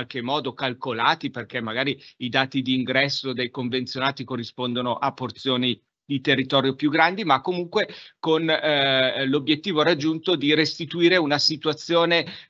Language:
Italian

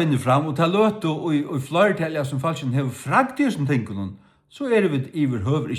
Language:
Faroese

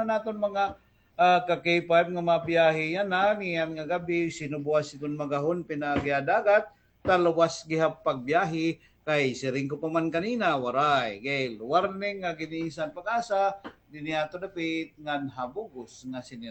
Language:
Waray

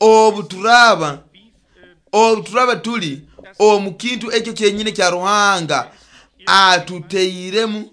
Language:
Nyoro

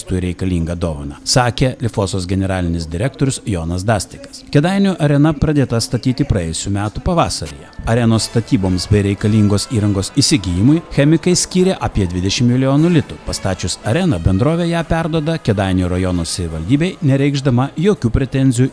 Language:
Lithuanian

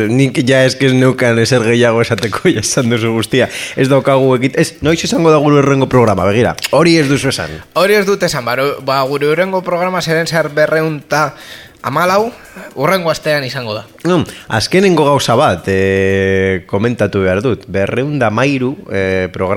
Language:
Basque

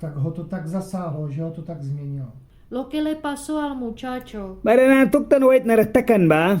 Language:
Mískito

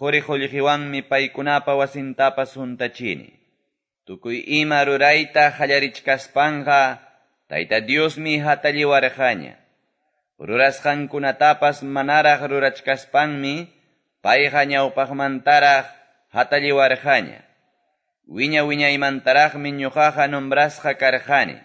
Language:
Quechua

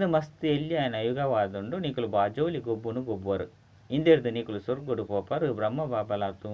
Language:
Tulu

